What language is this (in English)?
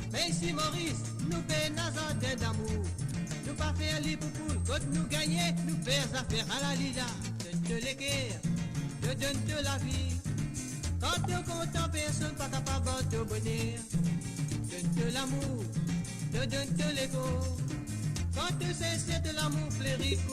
Morisyen